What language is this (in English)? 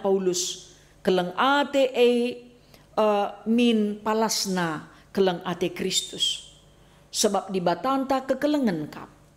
Batak Karo